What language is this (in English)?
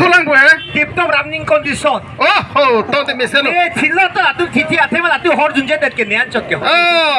Karbi